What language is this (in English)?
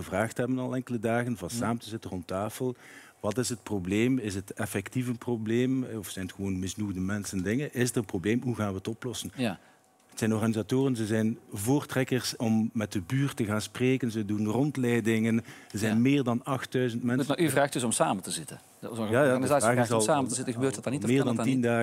Dutch